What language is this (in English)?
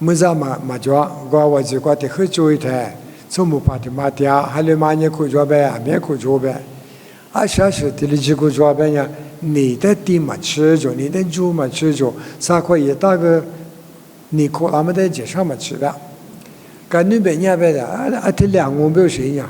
Lisu